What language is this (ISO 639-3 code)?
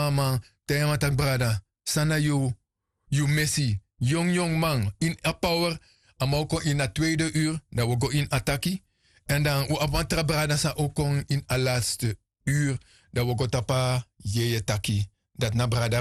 srn